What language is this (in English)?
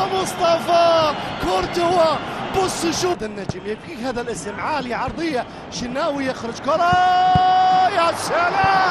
Egyptian Arabic